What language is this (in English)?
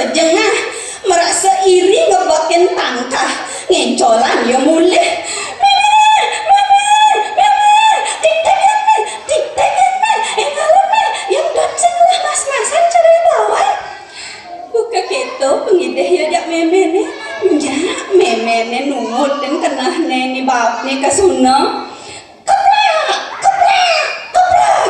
Balinese